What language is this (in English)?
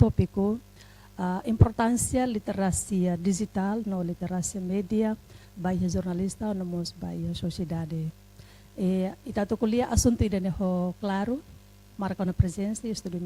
Tetum